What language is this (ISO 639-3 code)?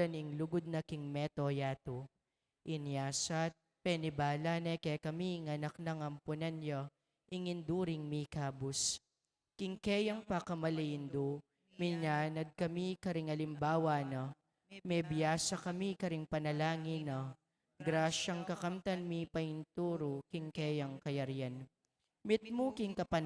pam